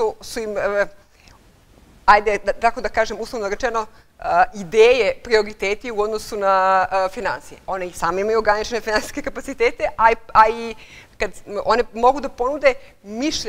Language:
Serbian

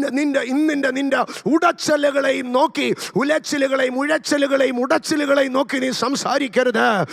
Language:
Malayalam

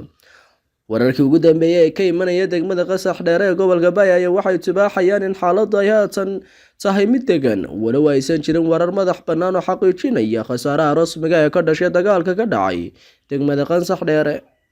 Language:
Somali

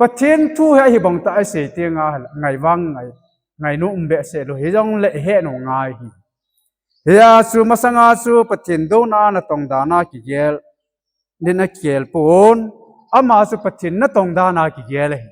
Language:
Thado Chin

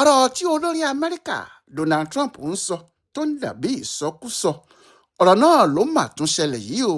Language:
Yoruba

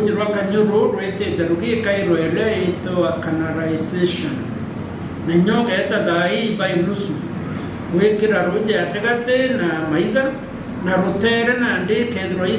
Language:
Meru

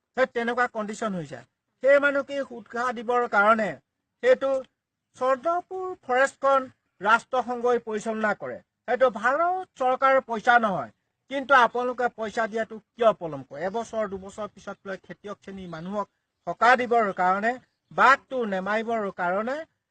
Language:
Assamese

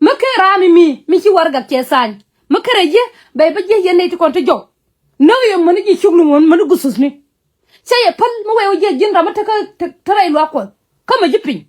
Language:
Nuer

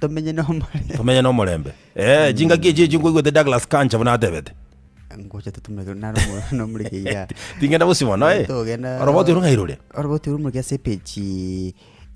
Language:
Gusii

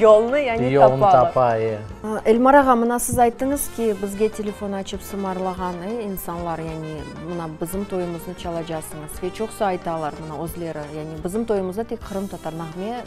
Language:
Crimean Tatar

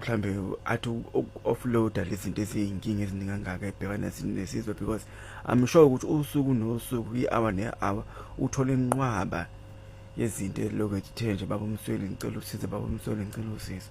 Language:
Zulu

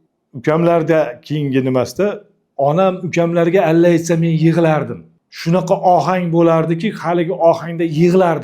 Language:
Uzbek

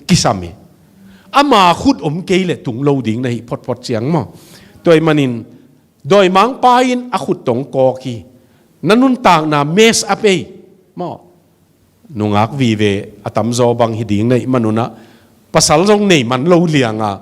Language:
Tedim Chin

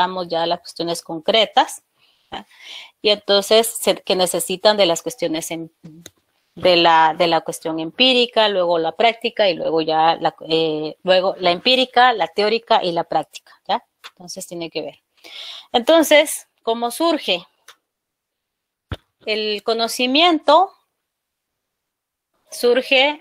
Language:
Spanish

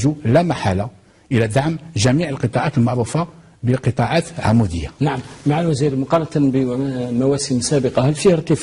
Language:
Arabic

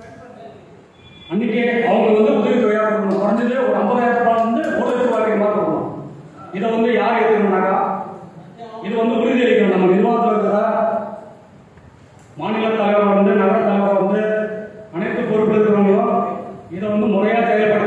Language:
Tamil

